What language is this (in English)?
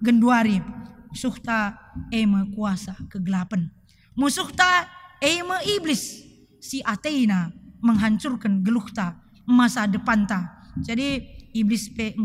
Batak Karo